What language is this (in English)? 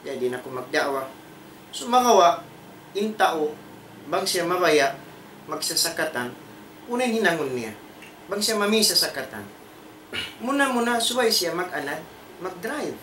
Tausug